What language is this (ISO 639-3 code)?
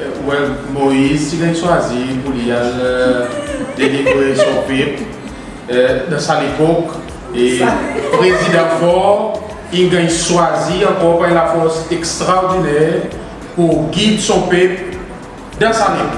crs